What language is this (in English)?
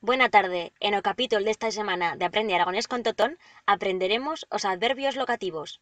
Aragonese